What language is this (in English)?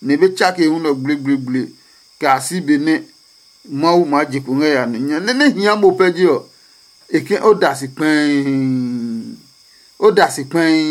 Adangme